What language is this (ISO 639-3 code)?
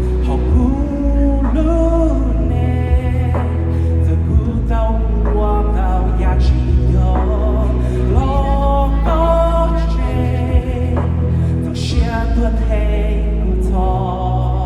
hmn